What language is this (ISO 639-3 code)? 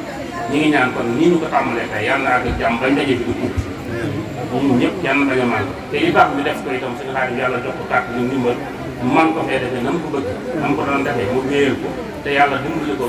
wol